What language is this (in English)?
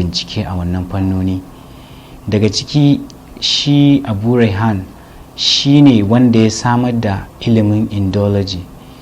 Hausa